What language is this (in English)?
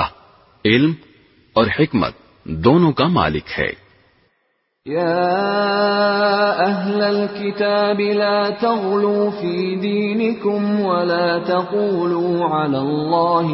Urdu